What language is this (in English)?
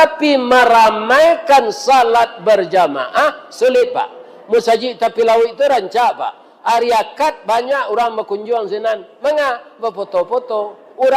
Minangkabau